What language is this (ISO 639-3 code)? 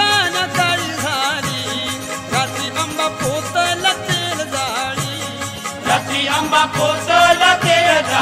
mar